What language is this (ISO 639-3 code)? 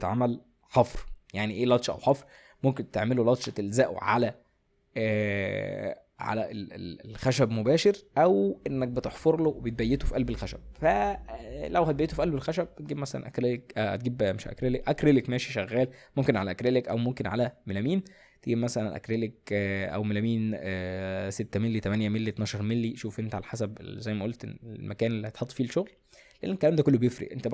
arz